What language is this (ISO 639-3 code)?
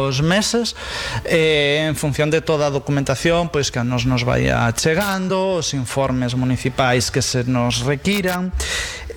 glg